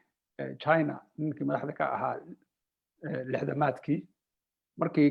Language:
Somali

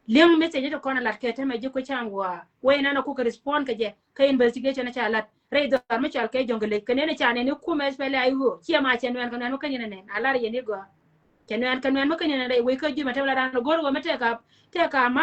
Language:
Nuer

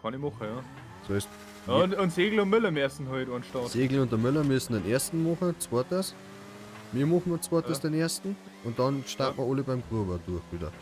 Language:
Bavarian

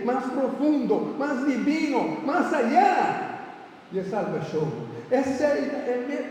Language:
Papiamento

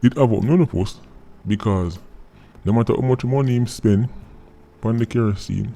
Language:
Jamaican Creole English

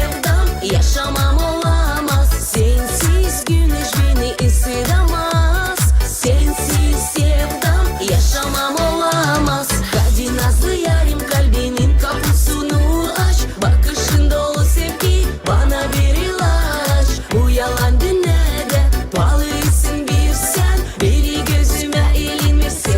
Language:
Gagauz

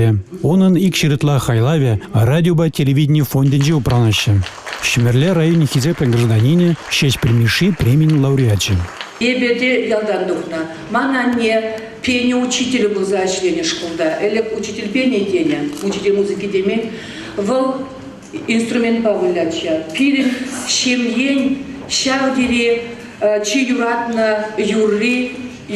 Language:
Chuvash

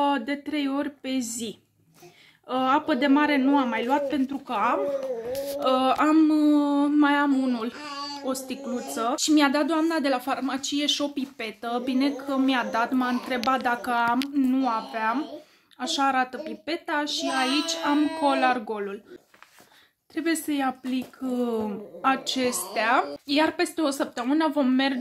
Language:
Romanian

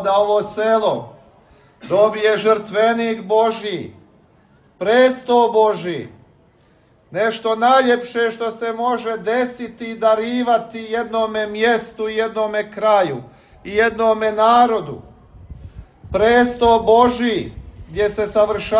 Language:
Serbian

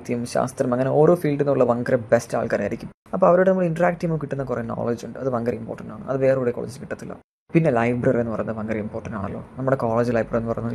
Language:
Malayalam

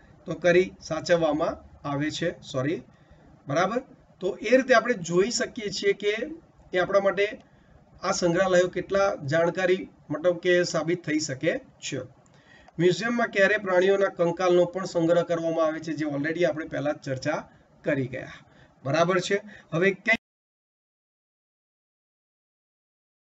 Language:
Gujarati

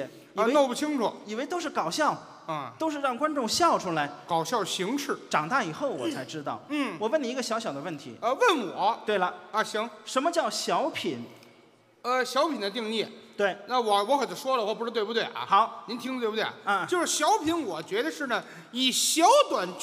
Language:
Chinese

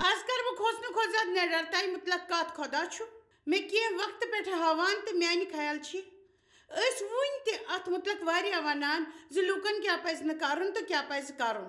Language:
Kashmiri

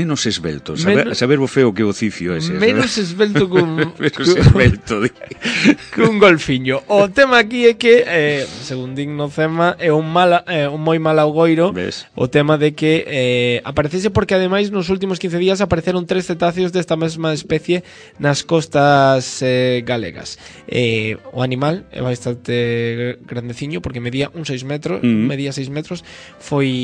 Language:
Galician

